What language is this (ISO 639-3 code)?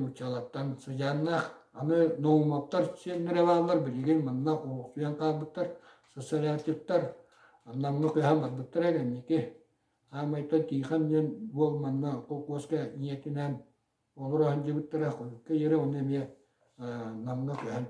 sah